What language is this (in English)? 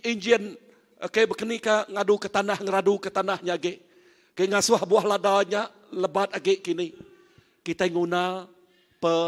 Iban